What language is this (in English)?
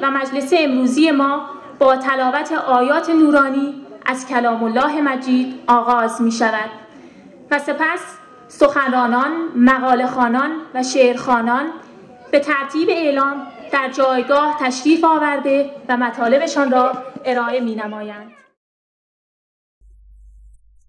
Persian